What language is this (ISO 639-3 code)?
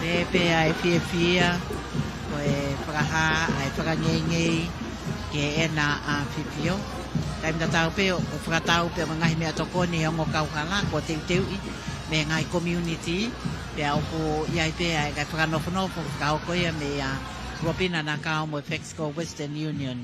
ton